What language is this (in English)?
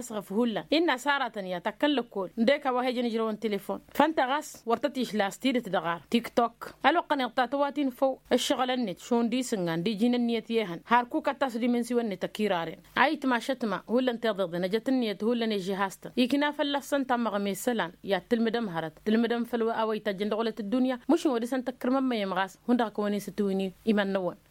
Tamasheq